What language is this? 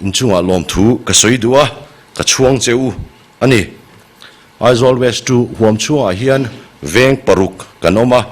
Mizo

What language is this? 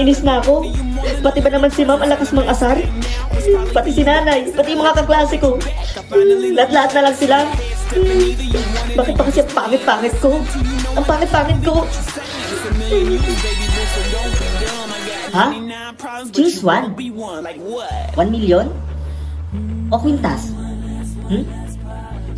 Filipino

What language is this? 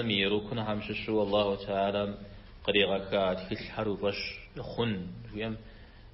Kabardian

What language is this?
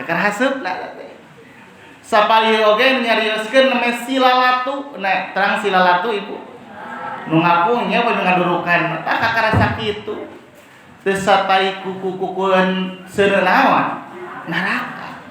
Sundanese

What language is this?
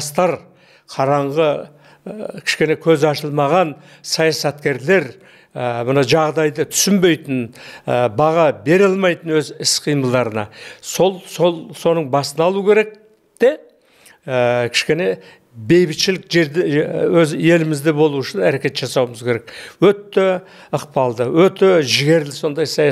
Kazakh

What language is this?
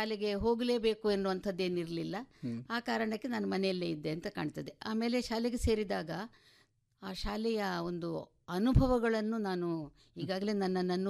Kannada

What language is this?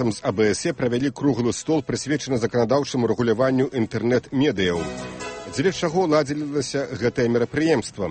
Belarusian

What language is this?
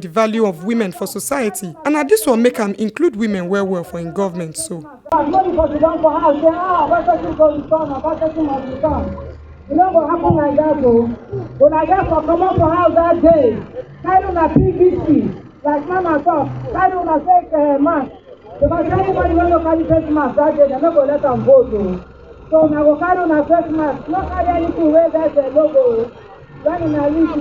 Nigerian Pidgin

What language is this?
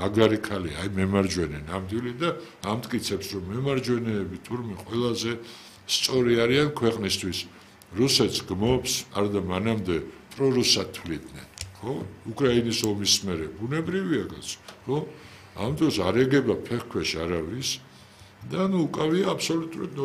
Georgian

